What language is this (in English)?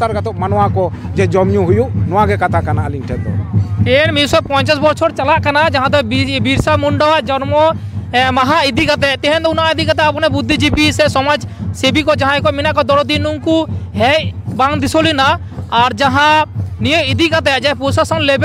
Santali